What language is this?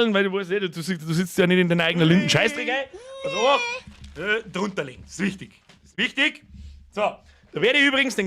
Bavarian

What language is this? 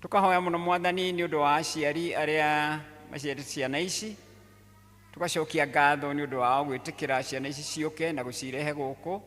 Kikuyu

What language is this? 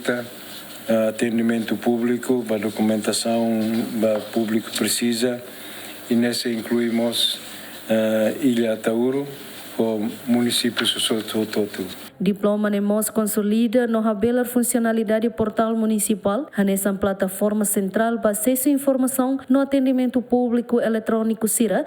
Tetum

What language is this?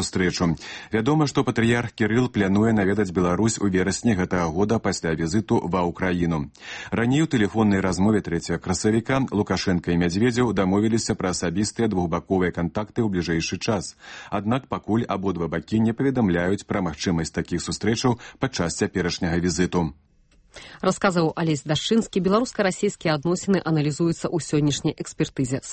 Belarusian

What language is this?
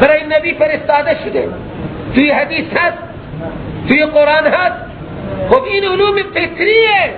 Persian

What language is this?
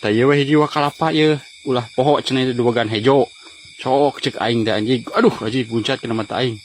Sundanese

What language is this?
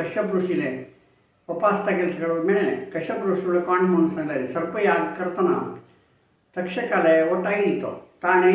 Konkani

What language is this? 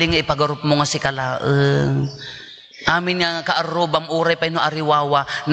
Iloko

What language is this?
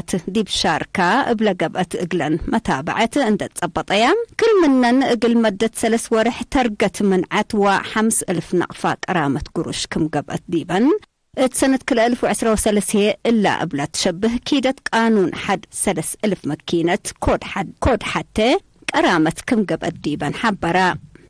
Tigre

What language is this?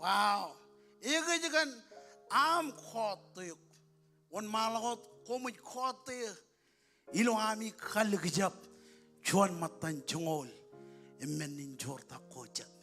Marshallese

